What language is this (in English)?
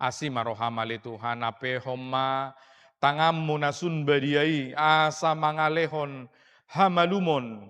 Batak Toba